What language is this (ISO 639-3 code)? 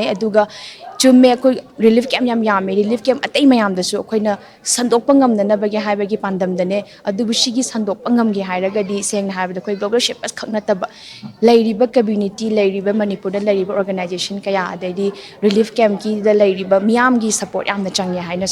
mni